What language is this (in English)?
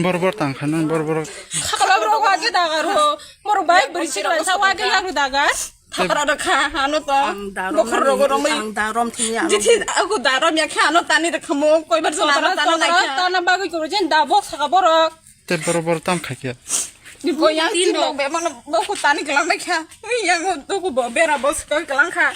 Kok Borok